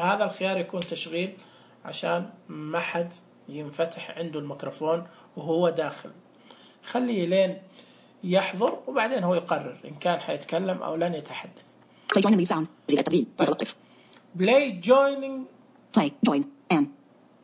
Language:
Najdi Arabic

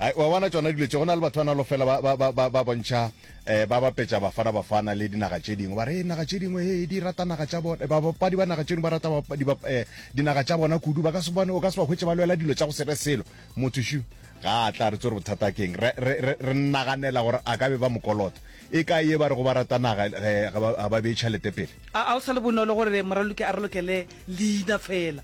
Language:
Northern Sotho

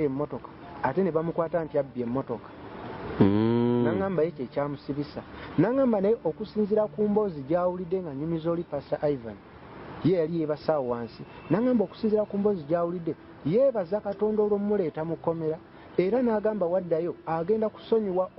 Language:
Ganda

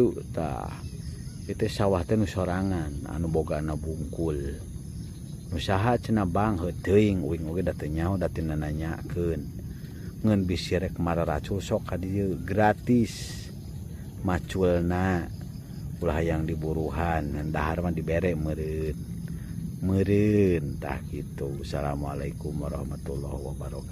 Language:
Sundanese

